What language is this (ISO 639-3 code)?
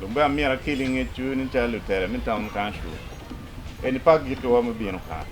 ach